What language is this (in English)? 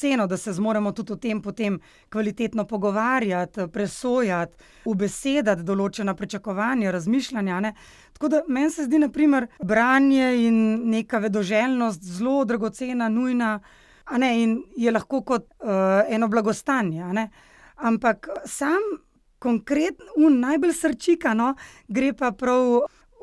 Slovenian